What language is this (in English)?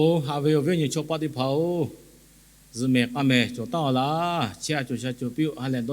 Lahu